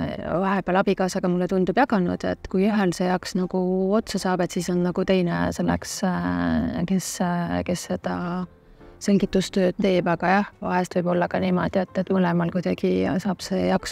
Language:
Estonian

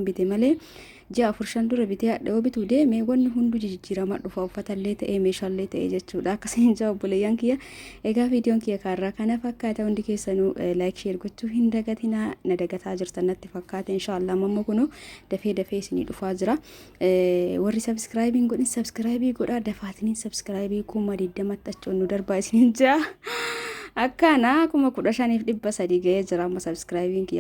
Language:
Oromo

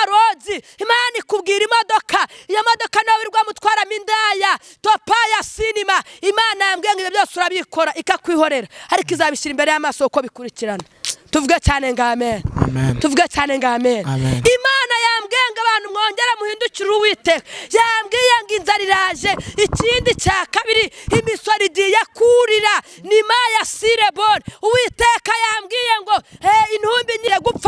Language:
Kinyarwanda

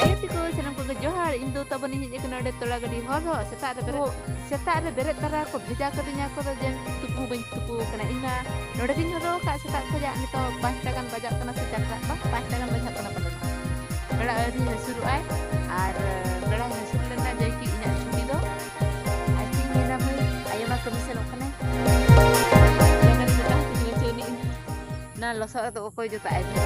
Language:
Santali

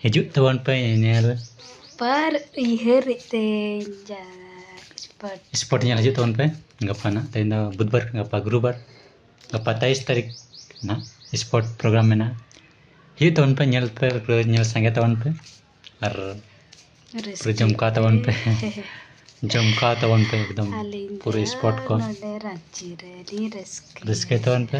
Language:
Santali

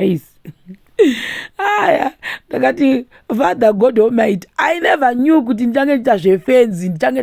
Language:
Shona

